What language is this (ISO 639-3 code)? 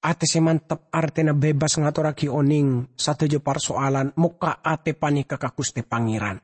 mad